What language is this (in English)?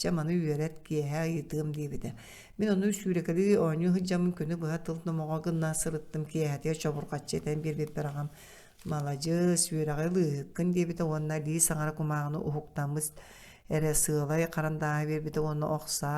Yakut